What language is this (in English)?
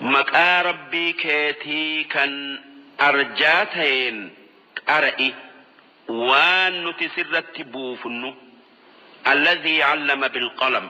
Oromo